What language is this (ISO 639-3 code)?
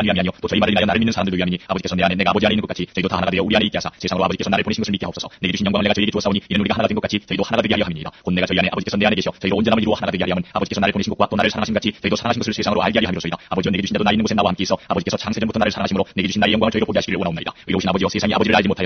kor